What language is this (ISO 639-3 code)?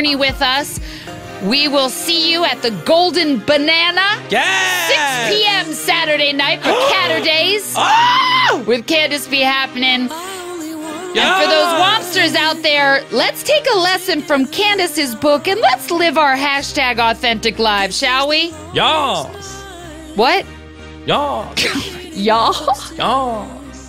eng